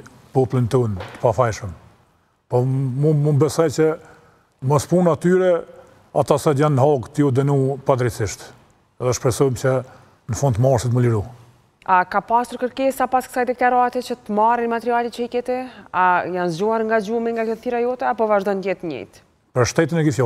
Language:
Albanian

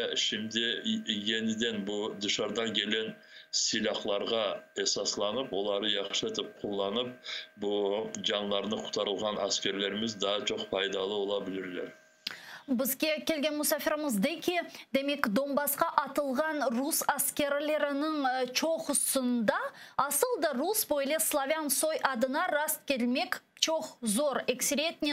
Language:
Crimean Tatar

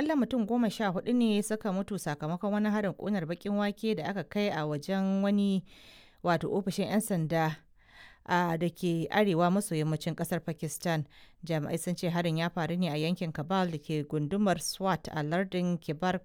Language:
Hausa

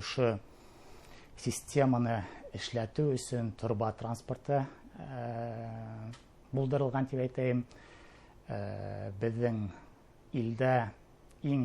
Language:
Bashkir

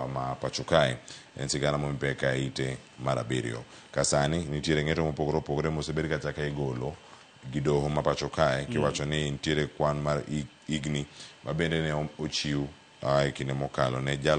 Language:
Luo (Kenya and Tanzania)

